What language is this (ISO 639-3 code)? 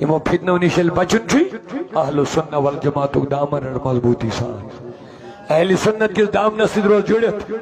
kas